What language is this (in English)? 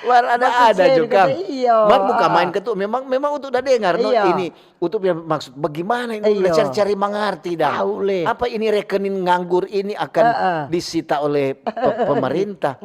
Manado Malay